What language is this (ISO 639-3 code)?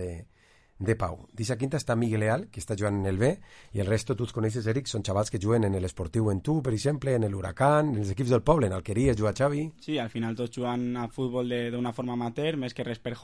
cat